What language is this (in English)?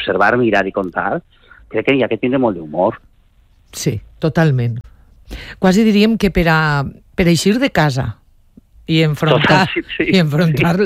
Catalan